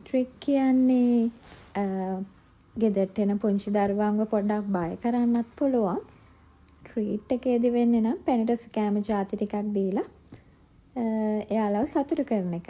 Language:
Sinhala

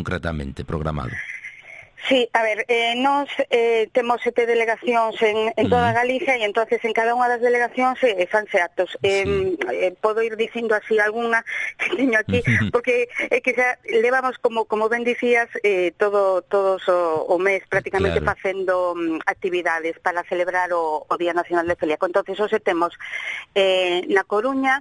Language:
Galician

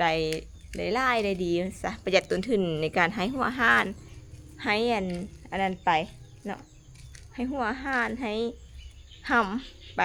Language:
Lao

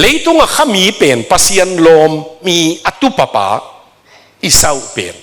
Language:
Tedim Chin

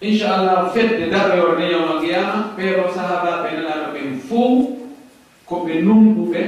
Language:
Fula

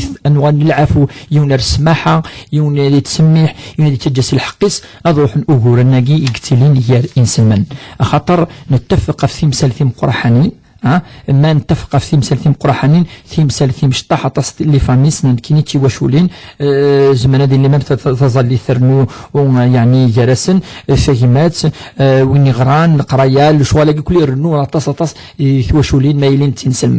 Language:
Kabyle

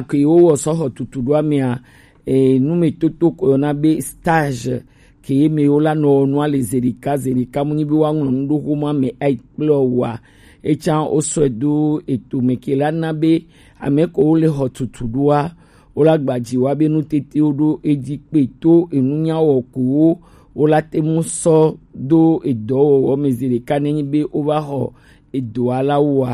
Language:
Gen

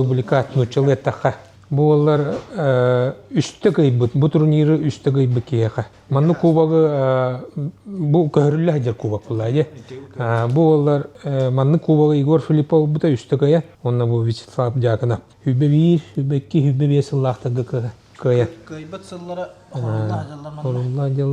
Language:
Yakut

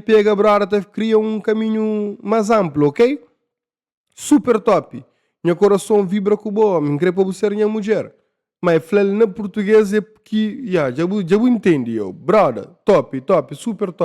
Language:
Kabuverdianu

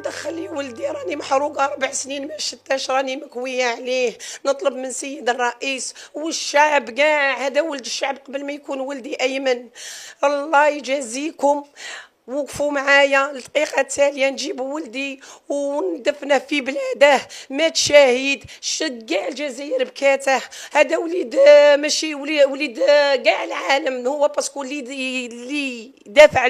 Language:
Algerian Arabic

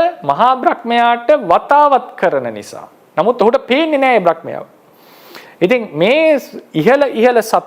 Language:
Sinhala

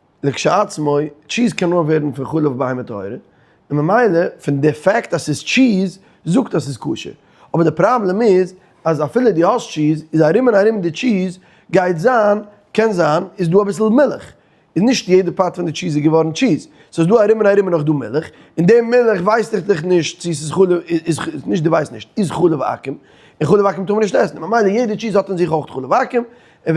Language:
Yiddish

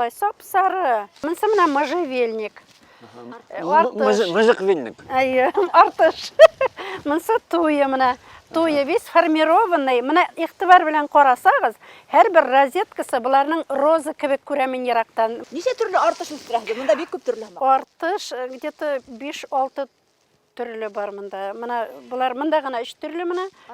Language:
Bashkir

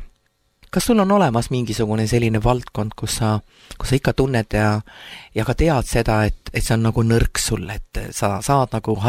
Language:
Estonian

